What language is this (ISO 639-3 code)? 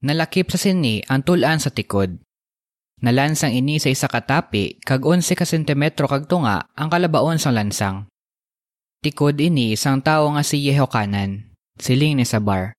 hil